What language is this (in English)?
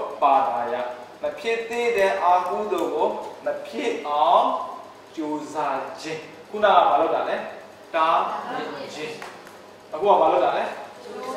Burmese